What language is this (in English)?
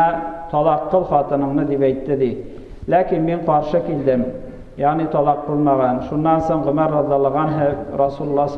Tatar